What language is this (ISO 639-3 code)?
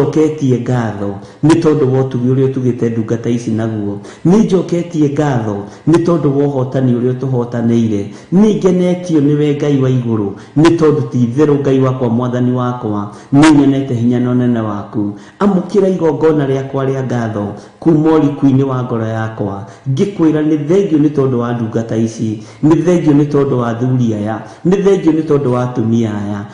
kik